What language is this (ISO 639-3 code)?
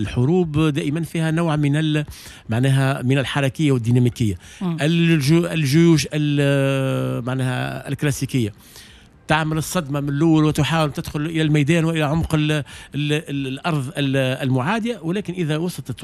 aeb